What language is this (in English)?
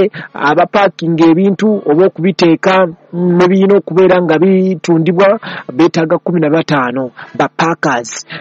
Ganda